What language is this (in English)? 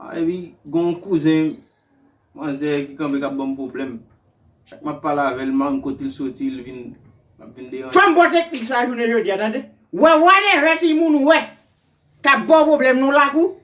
Haitian Creole